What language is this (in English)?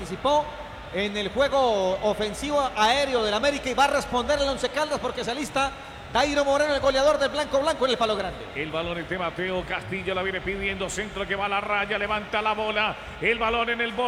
Spanish